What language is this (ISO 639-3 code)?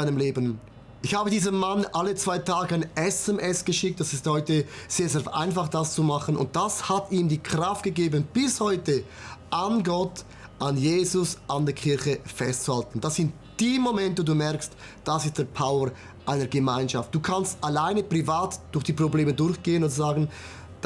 gsw